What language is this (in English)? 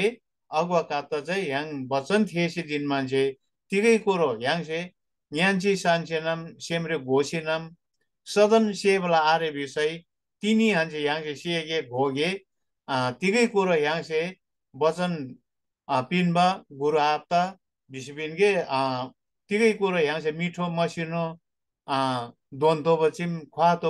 Eastern Tamang